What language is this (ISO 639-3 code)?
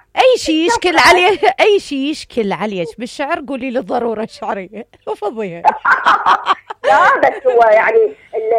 acm